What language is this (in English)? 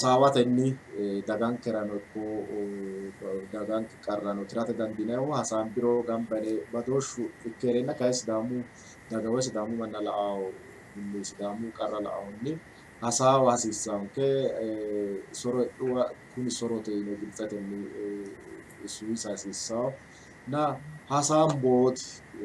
Sidamo